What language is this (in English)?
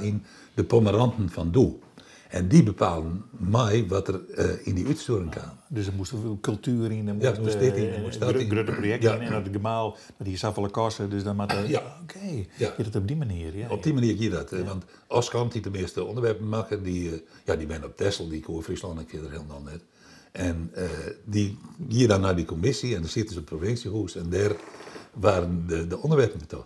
Western Frisian